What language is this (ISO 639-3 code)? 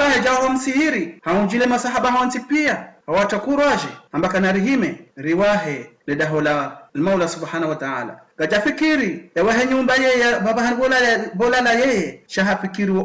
zdj